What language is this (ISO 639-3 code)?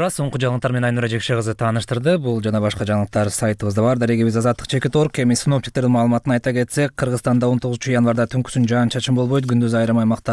kir